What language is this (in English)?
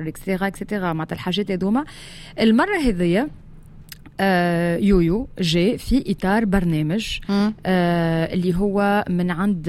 Tunisian Arabic